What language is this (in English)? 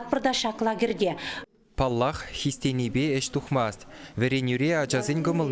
Chuvash